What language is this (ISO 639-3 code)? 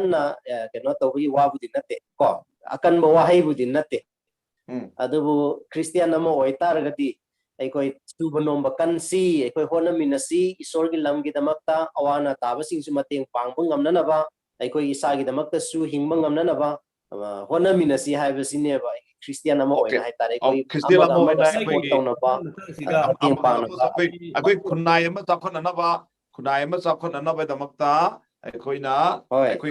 mni